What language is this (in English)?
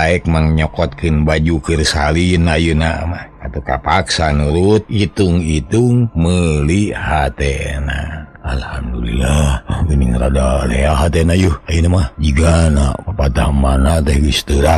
Sundanese